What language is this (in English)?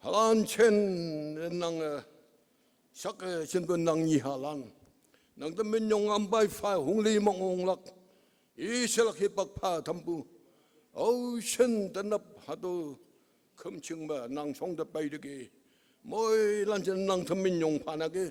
Konyak Naga